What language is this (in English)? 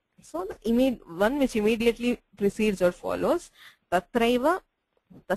Sanskrit